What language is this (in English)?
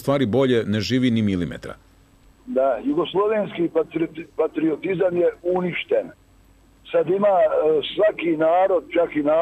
Serbian